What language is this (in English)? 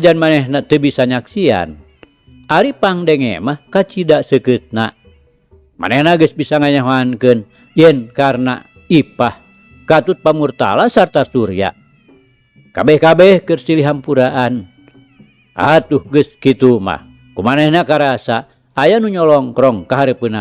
Sundanese